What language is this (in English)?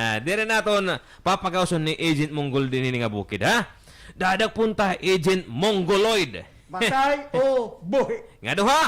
Waray